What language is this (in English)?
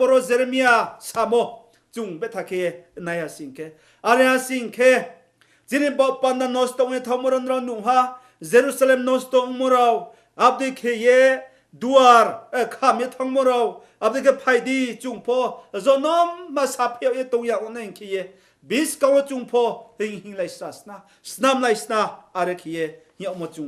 Riang (India)